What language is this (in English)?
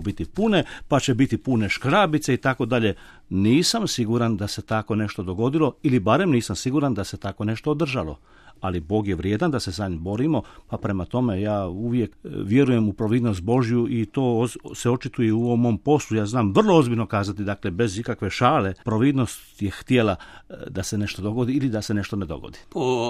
Croatian